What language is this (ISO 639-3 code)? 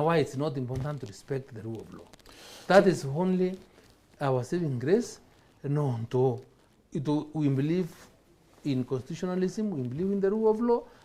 mer